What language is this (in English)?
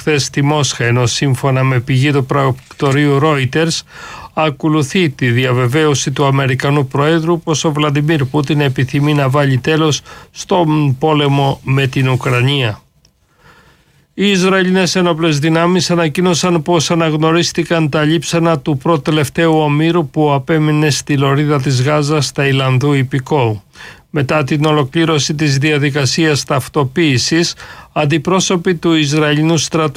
Greek